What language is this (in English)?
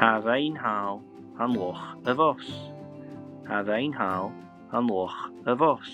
Scottish Gaelic